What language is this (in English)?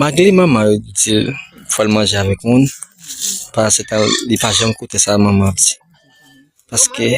Haitian Creole